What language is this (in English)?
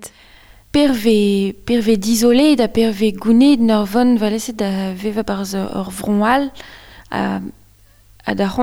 Breton